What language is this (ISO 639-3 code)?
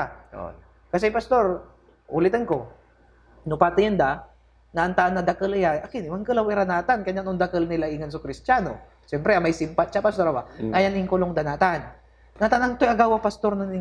pag